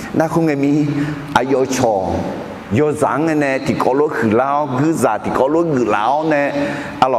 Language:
Akha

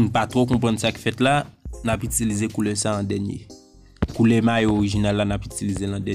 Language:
Haitian Creole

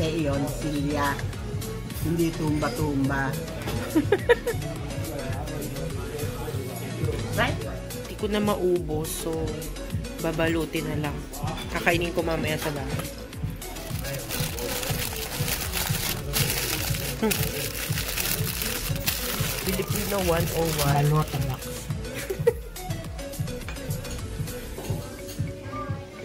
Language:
Filipino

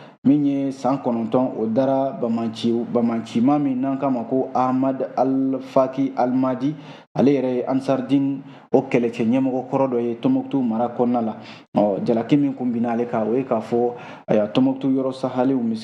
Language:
Bambara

